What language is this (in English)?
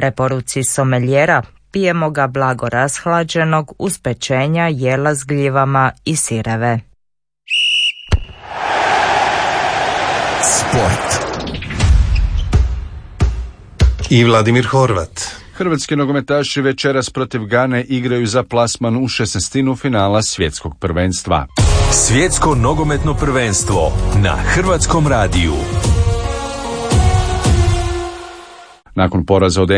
Croatian